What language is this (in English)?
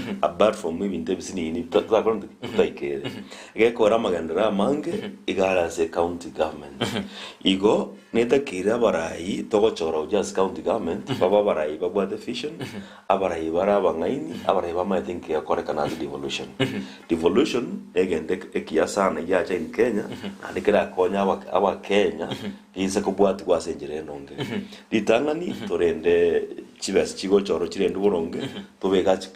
Gusii